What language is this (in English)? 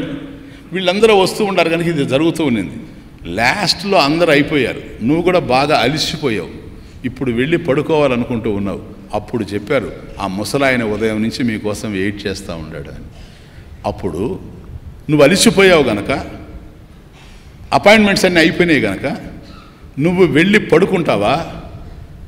Telugu